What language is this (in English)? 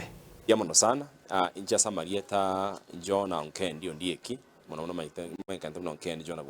Gusii